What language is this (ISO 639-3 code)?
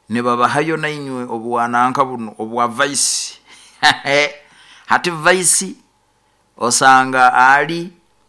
nyo